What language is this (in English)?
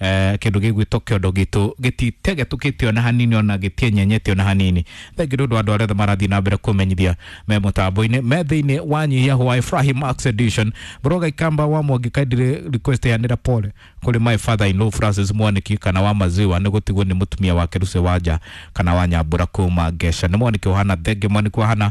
Kikuyu